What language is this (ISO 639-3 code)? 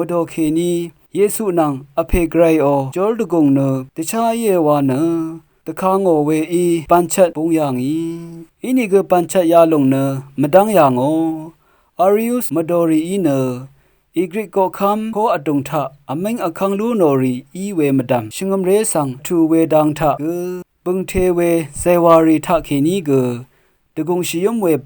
raw